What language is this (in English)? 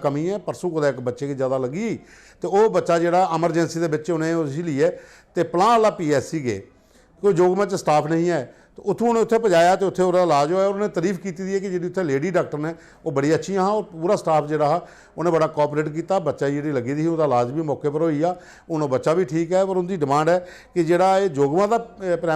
Dogri